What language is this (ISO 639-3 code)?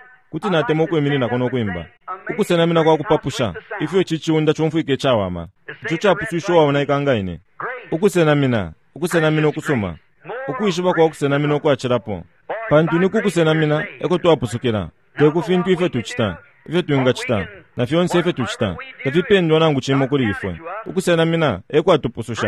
bem